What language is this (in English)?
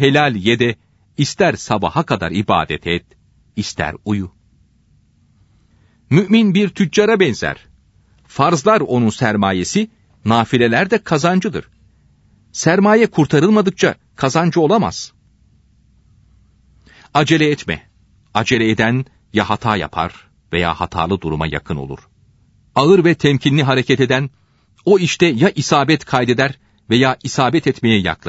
Turkish